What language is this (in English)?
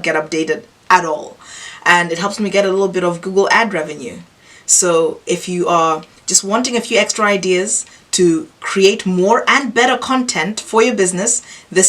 English